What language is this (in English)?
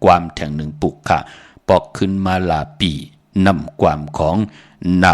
Shan